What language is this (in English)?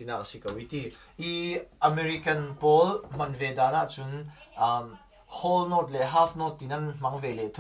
Falam Chin